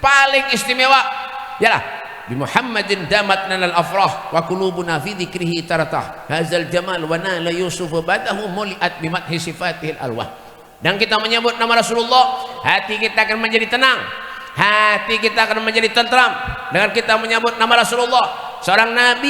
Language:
Banjar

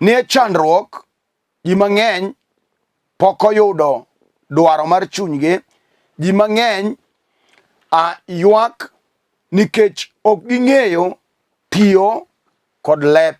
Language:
Luo (Kenya and Tanzania)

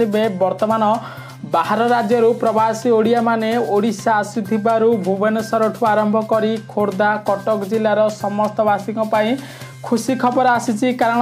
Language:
Odia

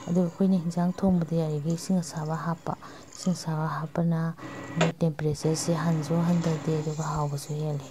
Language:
Manipuri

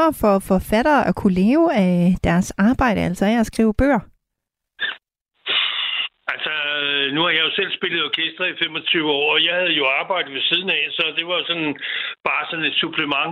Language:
Danish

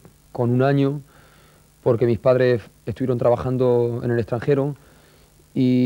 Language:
Spanish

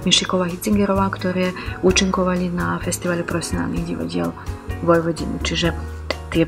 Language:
Slovak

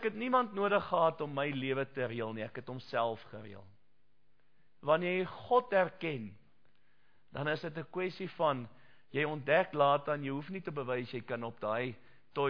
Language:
Afrikaans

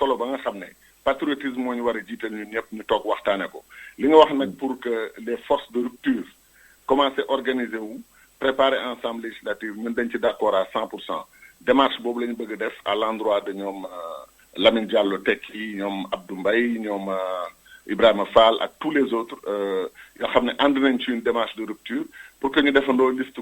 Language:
Wolof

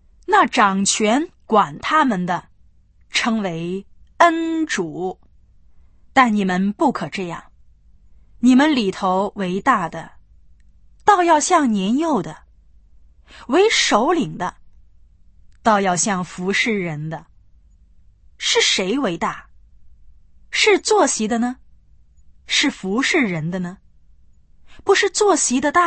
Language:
Chinese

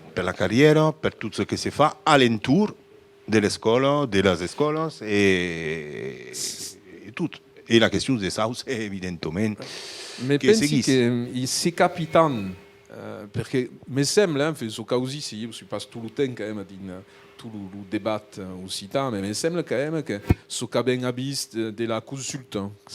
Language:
Occitan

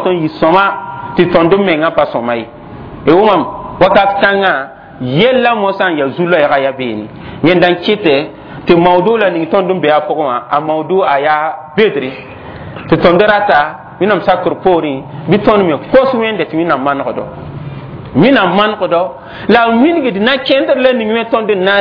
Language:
Mossi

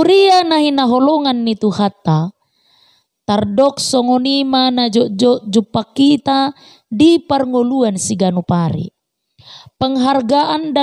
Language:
Batak Toba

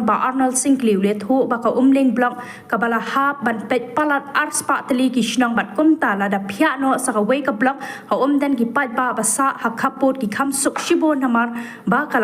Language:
Khasi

